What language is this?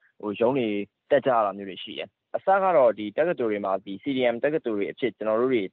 Burmese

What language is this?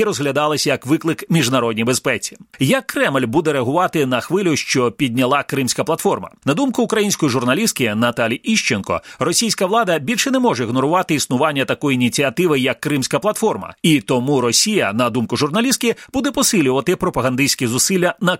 Ukrainian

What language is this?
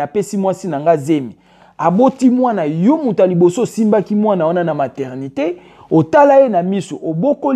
Lingala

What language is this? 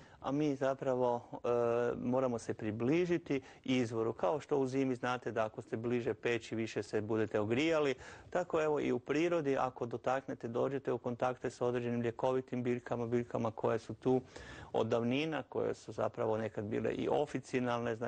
Croatian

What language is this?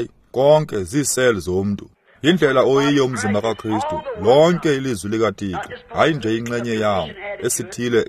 Xhosa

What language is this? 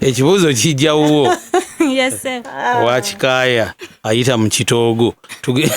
Ganda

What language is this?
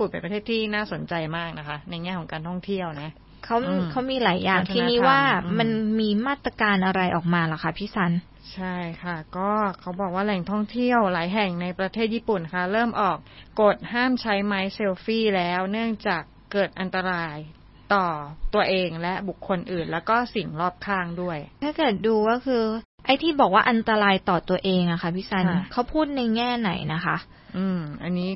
Thai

